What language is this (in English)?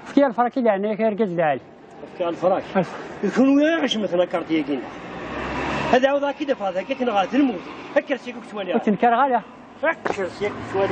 Kabyle